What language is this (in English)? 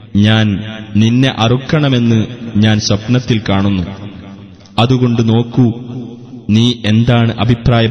Malayalam